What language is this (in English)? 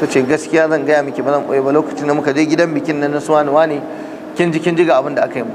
Hausa